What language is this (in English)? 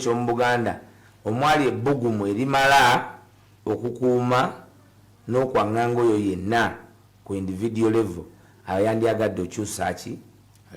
Ganda